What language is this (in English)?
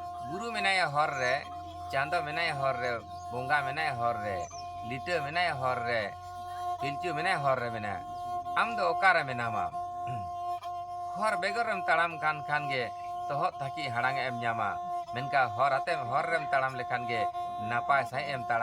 Santali